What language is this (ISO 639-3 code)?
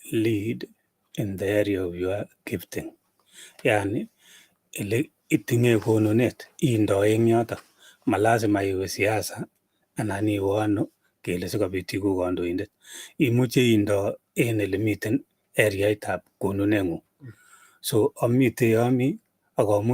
kln